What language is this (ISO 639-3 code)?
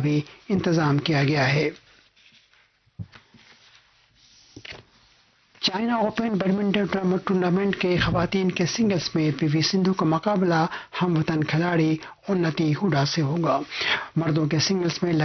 urd